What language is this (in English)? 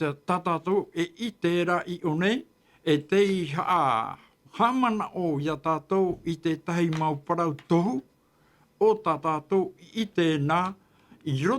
Tahitian